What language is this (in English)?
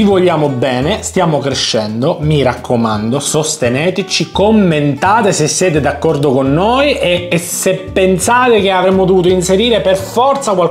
Italian